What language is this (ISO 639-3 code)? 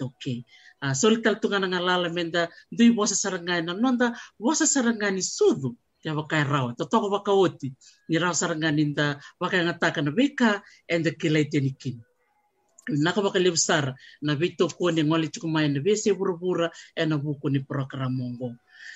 fij